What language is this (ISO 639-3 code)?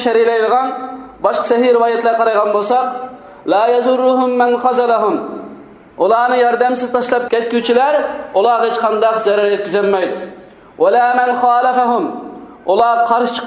uig